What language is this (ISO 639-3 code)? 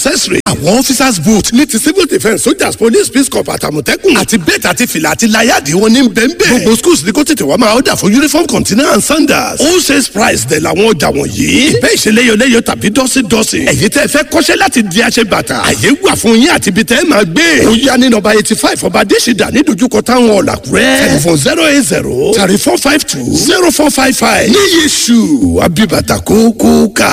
yor